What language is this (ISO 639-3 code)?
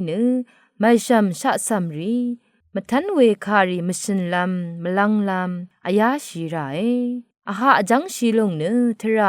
raw